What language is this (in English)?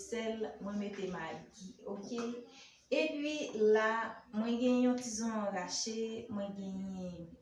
Haitian Creole